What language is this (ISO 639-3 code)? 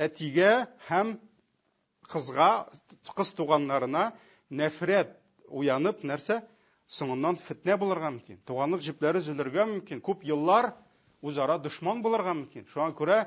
tat